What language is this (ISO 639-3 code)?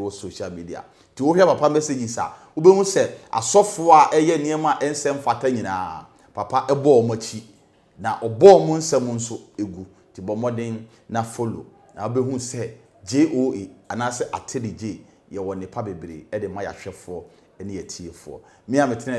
aka